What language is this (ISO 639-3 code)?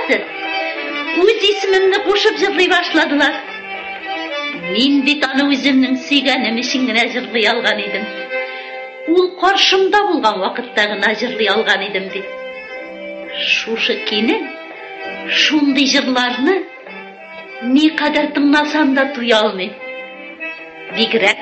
tat